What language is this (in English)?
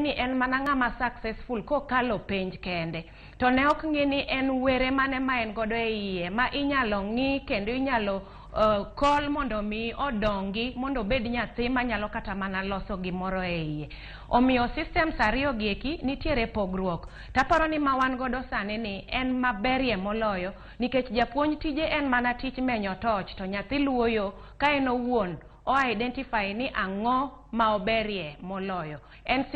Luo (Kenya and Tanzania)